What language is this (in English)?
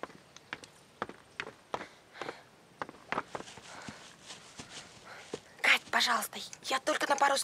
Russian